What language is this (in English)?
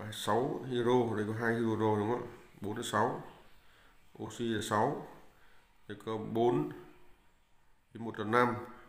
Vietnamese